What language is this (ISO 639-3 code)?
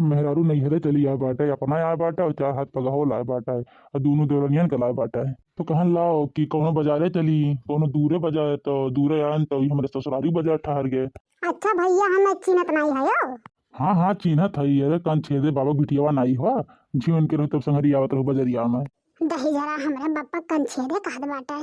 awa